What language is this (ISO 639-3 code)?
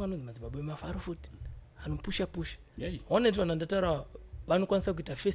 sna